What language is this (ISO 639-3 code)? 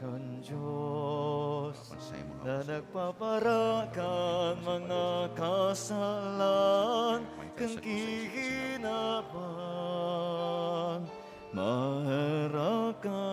bik